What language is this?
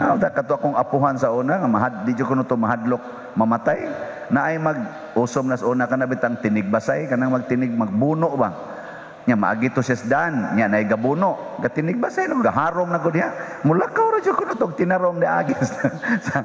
Cebuano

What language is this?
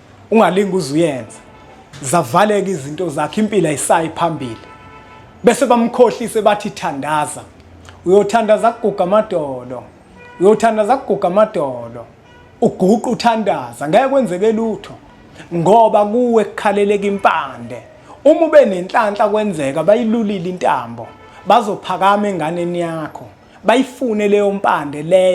Zulu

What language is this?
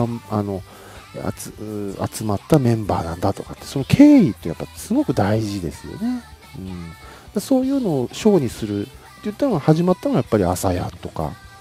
Japanese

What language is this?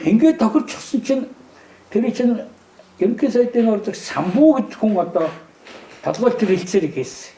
Mongolian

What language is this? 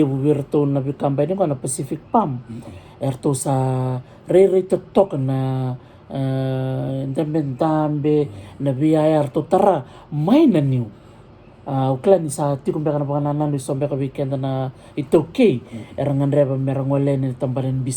Fijian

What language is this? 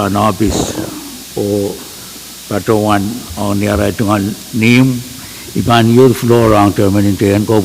Pohnpeian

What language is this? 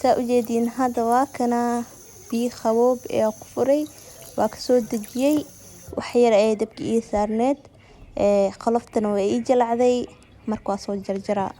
Somali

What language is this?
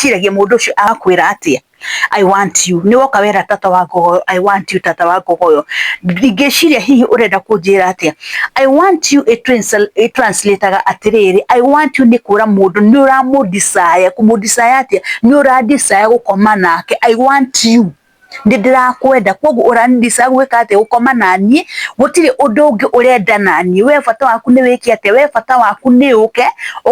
Kikuyu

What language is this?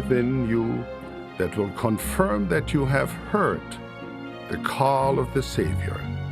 Tahitian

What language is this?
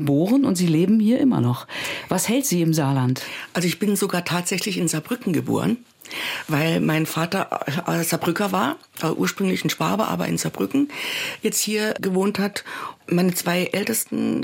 German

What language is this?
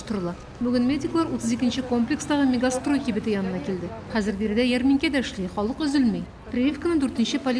Tatar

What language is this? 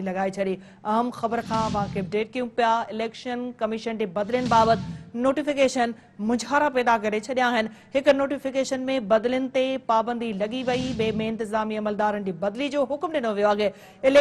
Sindhi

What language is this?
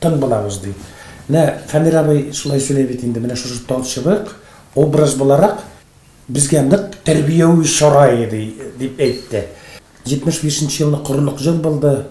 Tatar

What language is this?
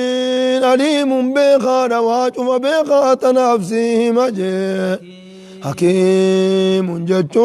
Oromo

